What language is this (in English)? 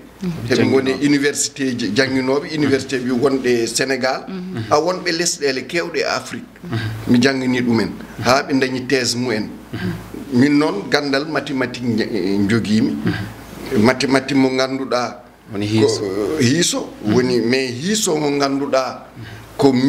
Fula